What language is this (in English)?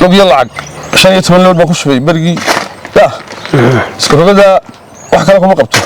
Somali